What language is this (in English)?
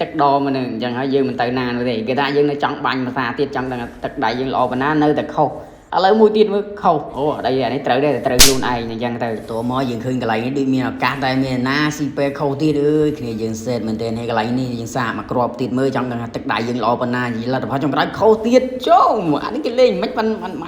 Khmer